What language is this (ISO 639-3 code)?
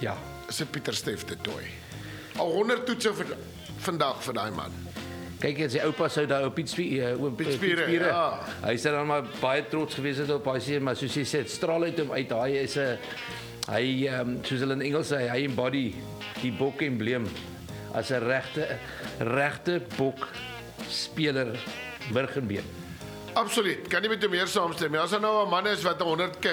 afr